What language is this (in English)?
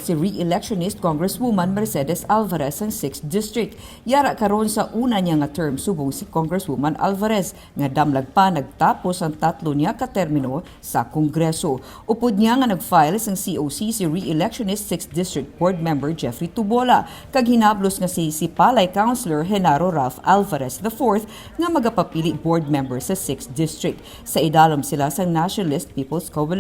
Hiligaynon